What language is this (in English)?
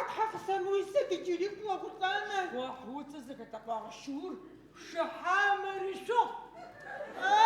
Adyghe